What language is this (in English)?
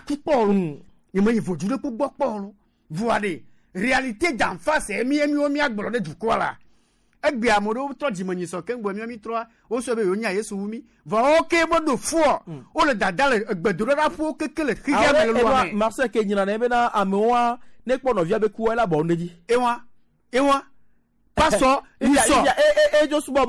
Gen